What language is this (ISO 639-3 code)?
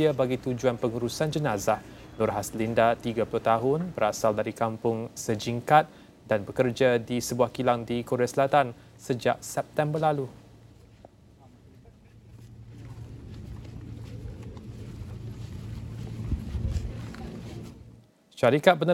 msa